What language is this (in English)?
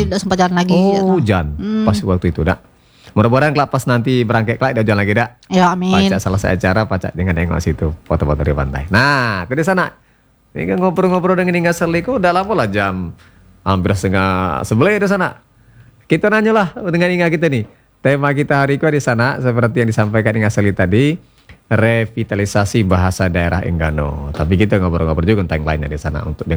Indonesian